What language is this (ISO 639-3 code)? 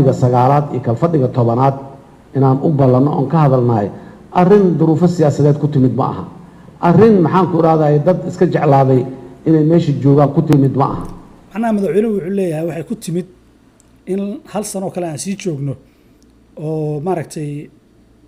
som